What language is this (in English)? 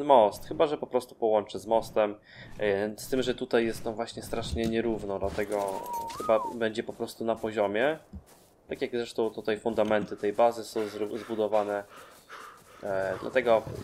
Polish